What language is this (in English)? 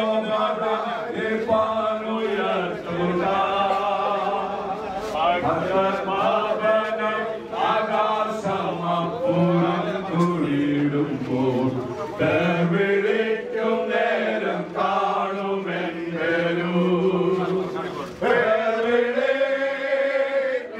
Malayalam